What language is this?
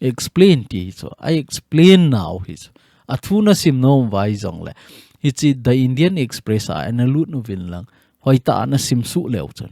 Thado Chin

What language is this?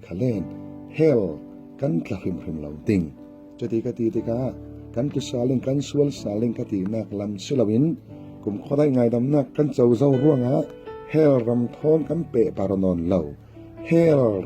Falam Chin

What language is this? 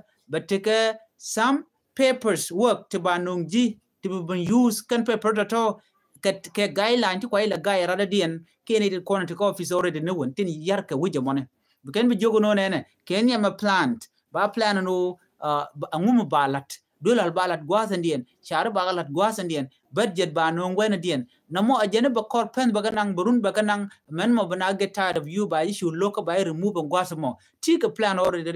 Nuer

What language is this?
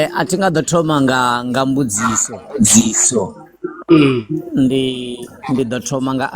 Venda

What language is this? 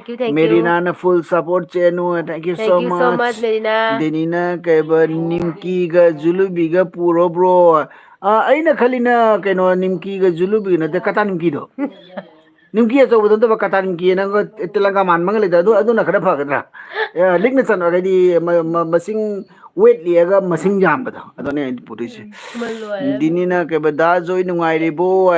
Manipuri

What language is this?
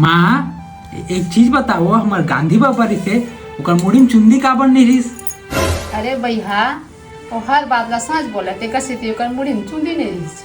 Chhattisgarhi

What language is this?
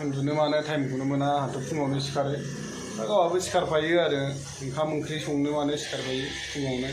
Bodo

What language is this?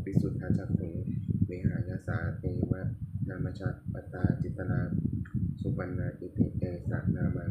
Pali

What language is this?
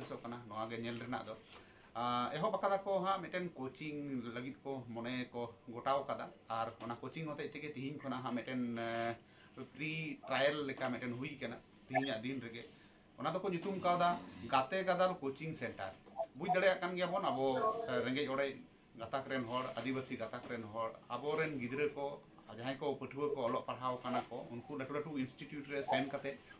Santali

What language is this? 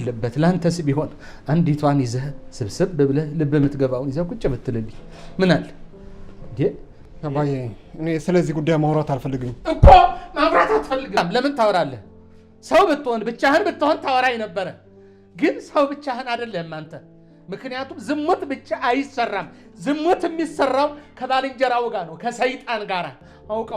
Amharic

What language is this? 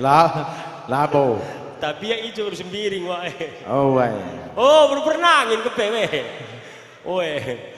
Batak Karo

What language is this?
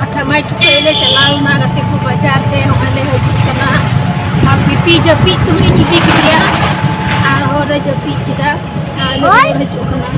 Santali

